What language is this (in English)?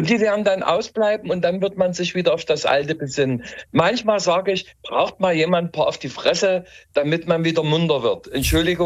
German